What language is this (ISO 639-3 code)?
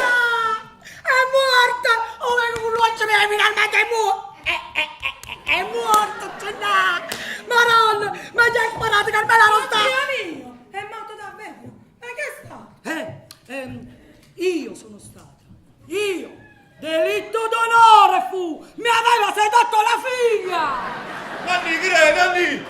nap